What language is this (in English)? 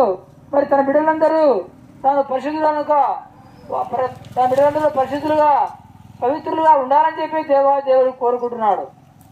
Telugu